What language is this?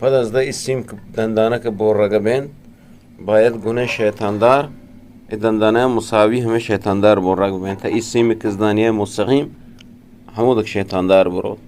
Eastern Balochi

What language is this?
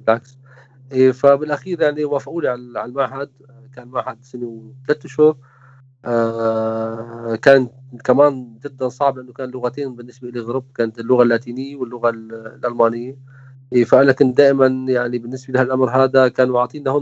North Levantine Arabic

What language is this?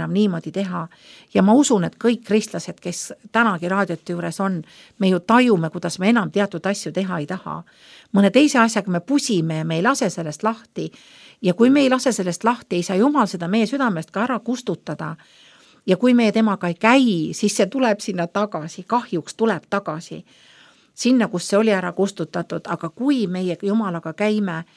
Estonian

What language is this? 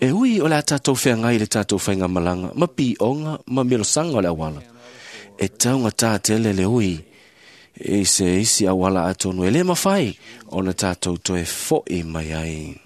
Samoan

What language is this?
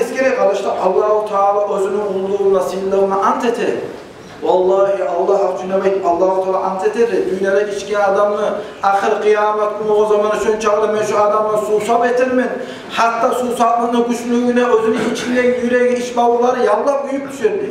Kumyk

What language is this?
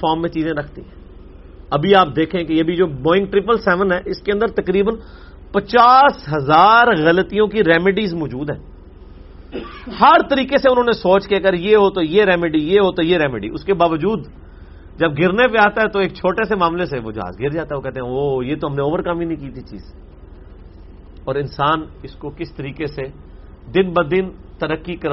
Urdu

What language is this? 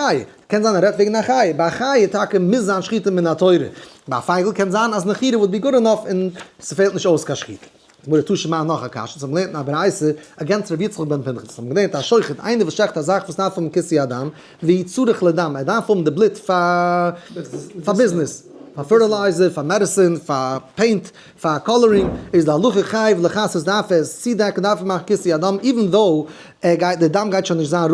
Yiddish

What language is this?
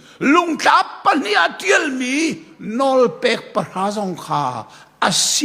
Hakha Chin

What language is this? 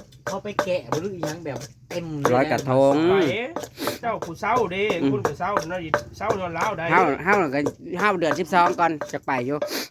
Northeastern Thai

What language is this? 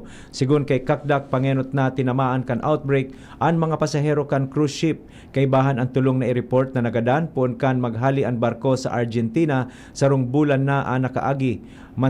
Bikol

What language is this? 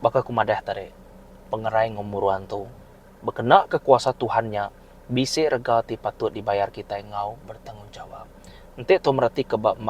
Iban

